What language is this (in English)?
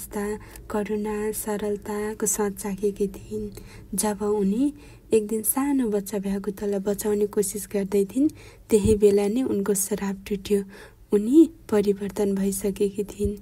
Nepali